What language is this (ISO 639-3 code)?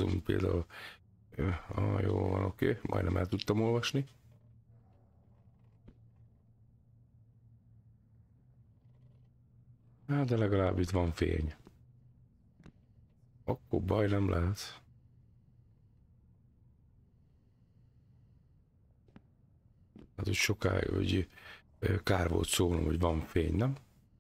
hun